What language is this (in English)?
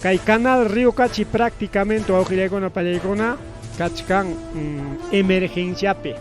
Ayacucho Quechua